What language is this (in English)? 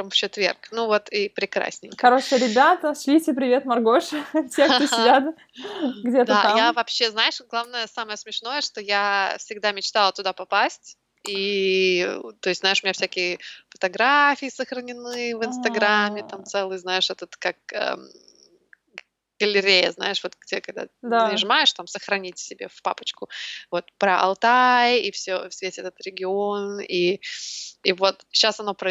Russian